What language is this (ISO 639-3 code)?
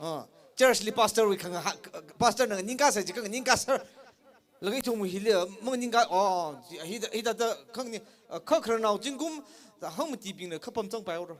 nmf